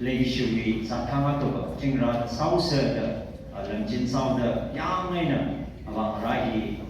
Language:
Tangkhul Naga (India)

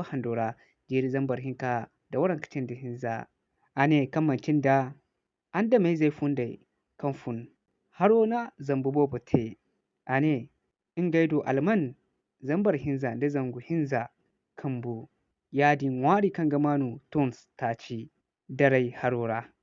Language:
Zarma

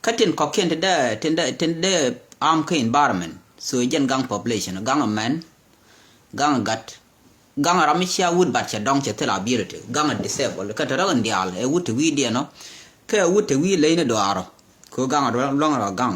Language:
Nuer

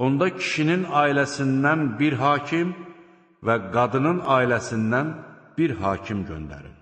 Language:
Azerbaijani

